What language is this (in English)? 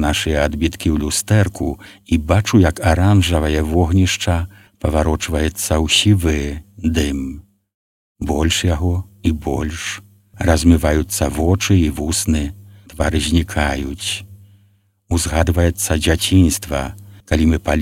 Belarusian